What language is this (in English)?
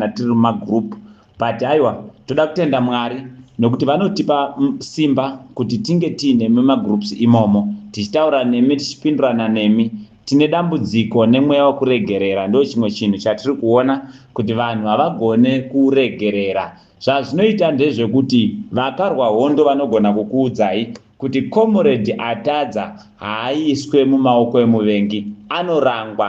Shona